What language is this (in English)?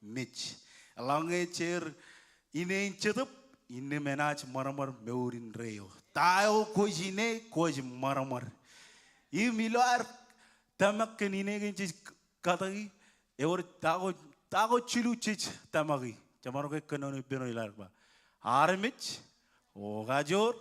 Marshallese